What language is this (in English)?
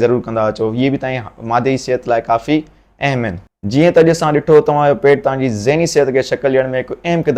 Sindhi